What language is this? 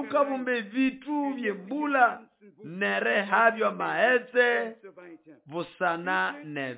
Nande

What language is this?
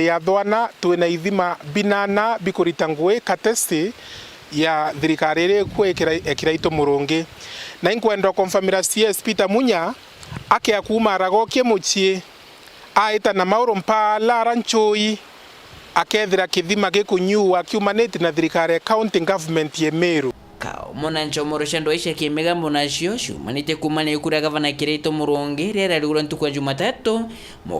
Meru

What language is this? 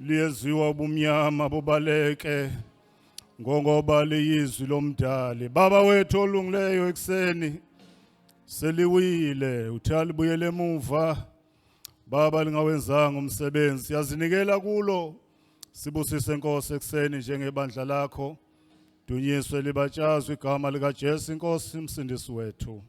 Zulu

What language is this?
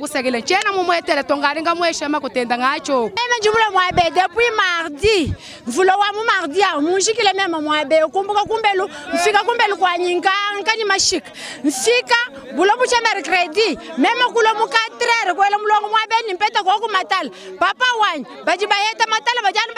Luba-Lulua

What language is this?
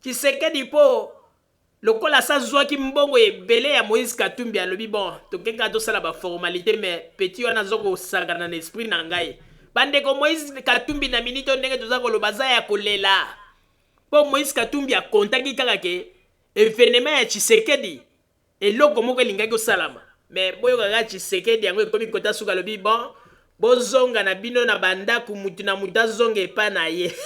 Lingala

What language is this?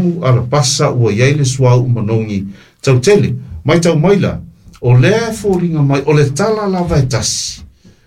Samoan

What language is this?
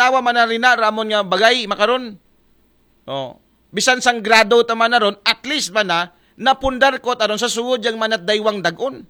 Aklanon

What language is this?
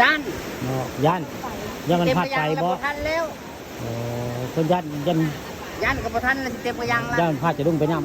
Northeastern Thai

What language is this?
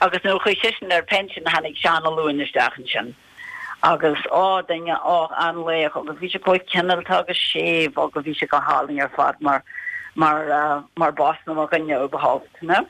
Irish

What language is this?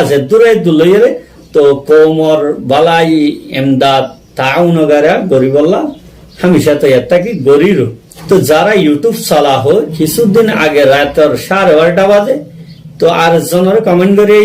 Rohingya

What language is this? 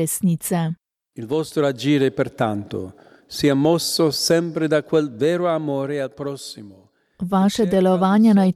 Slovenian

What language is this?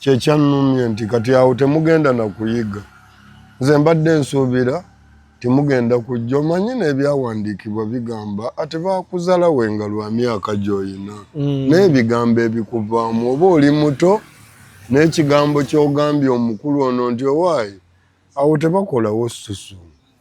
Ganda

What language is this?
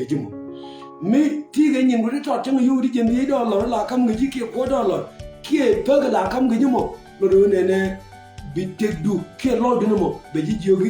Nuer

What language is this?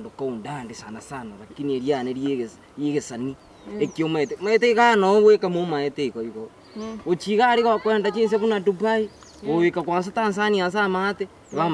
Gusii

